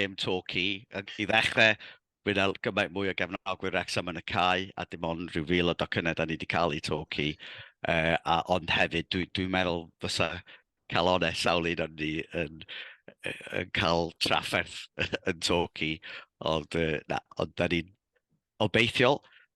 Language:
Welsh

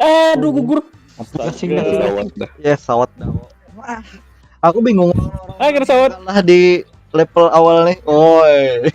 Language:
Banjar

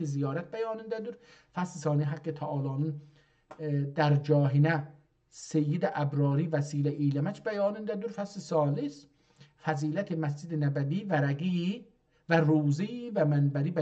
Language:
South Azerbaijani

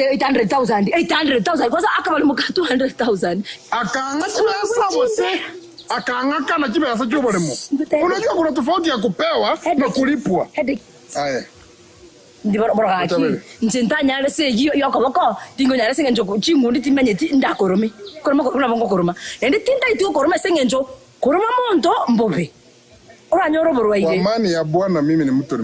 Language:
Gusii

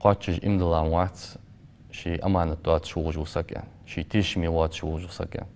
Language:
Ingush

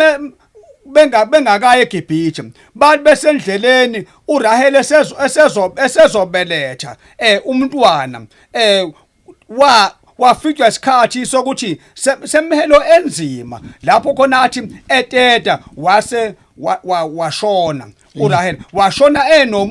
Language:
Zulu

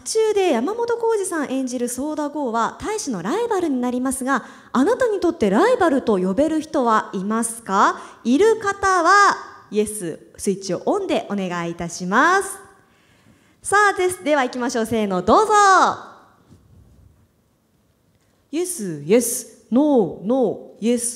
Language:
Japanese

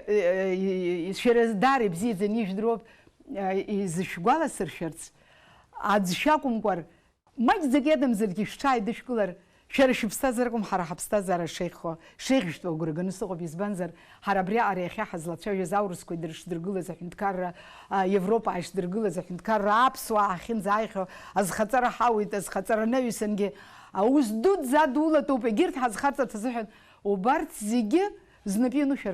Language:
Abkhazian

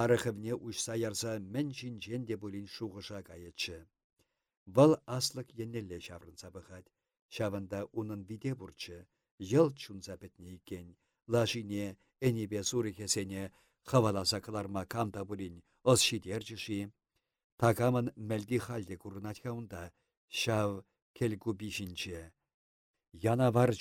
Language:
Chuvash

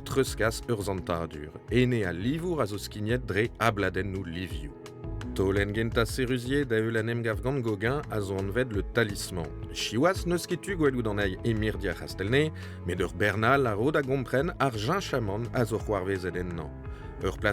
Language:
Breton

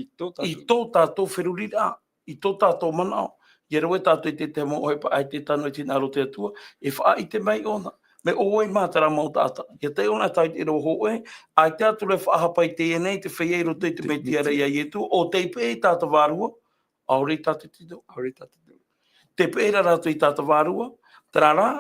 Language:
Tahitian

